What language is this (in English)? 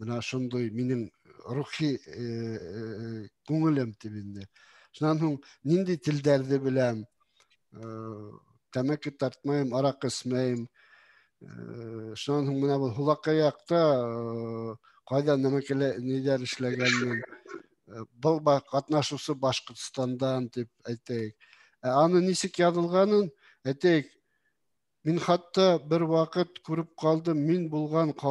Bashkir